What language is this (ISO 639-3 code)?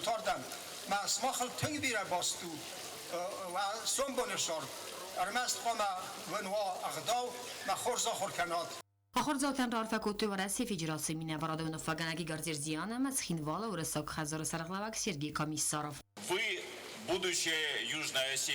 oss